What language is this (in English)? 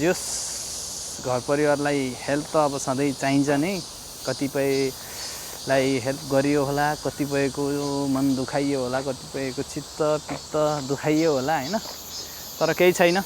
Nepali